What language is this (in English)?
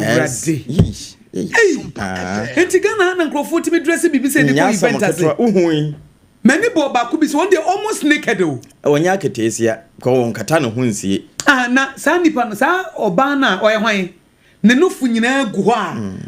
Akan